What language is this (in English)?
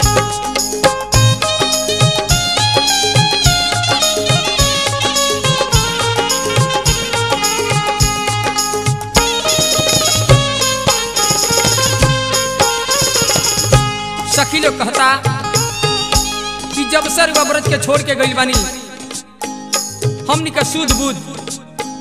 Bhojpuri